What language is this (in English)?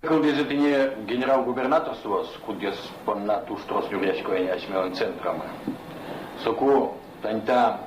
Udmurt